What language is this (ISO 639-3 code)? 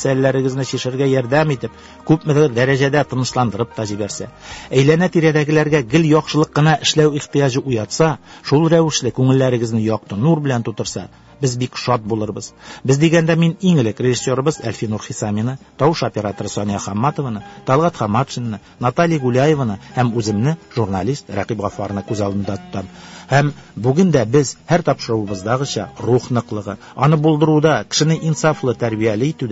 tat